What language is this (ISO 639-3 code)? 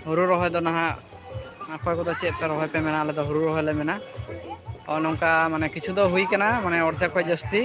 sat